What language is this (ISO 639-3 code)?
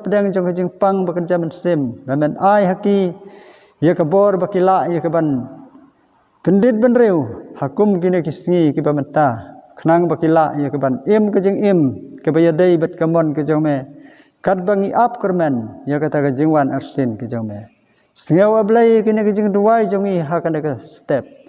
kha